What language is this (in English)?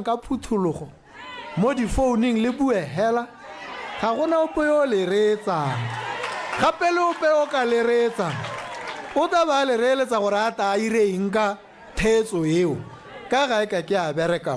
Tswana